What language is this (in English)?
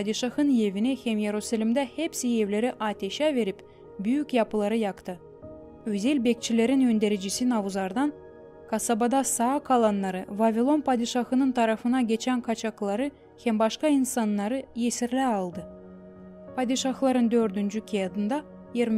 Gagauz